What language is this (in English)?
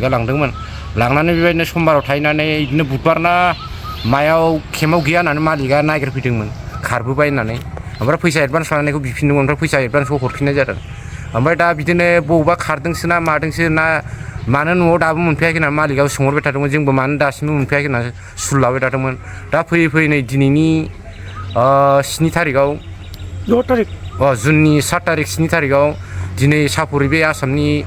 Bodo